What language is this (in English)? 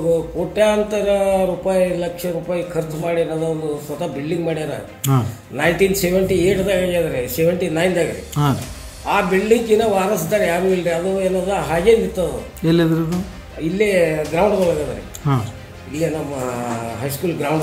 Kannada